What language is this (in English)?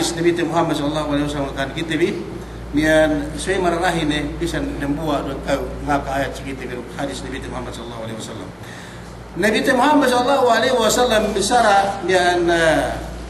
Yakan